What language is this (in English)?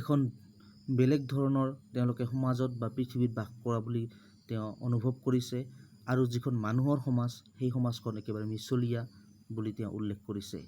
Assamese